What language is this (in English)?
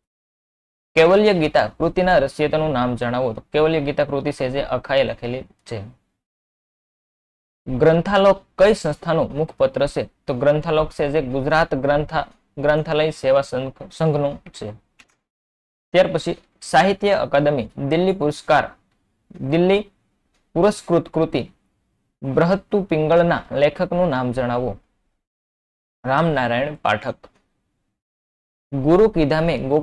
Gujarati